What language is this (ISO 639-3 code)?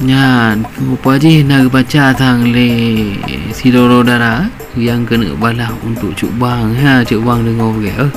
ace